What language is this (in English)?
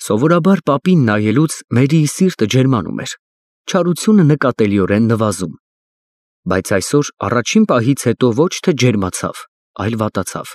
Armenian